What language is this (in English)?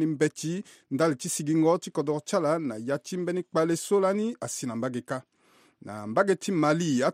Sango